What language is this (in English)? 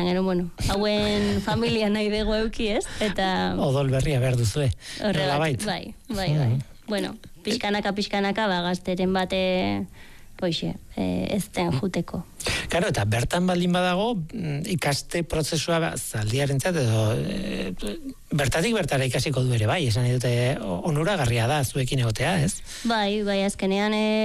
Basque